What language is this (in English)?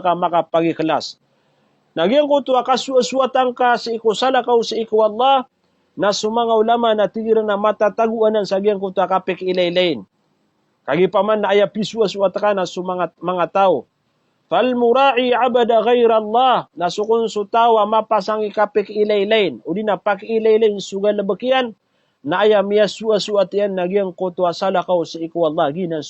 Maranao